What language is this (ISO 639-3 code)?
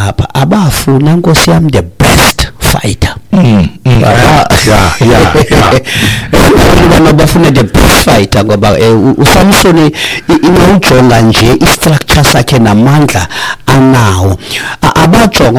xho